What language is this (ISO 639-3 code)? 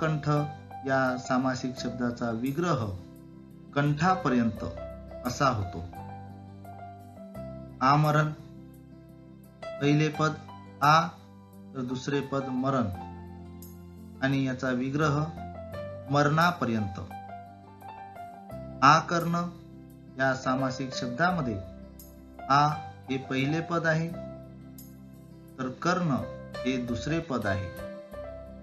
mar